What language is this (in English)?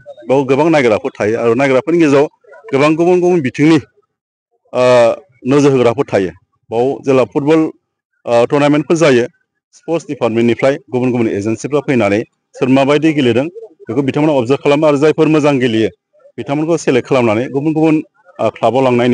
Bodo